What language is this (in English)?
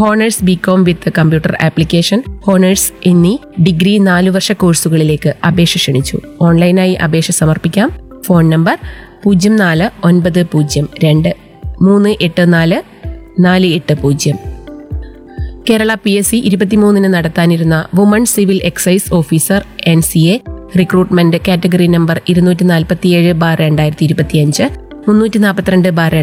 Malayalam